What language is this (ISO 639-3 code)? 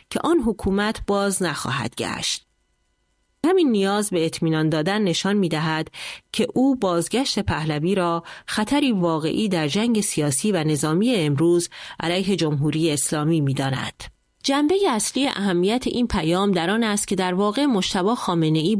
fas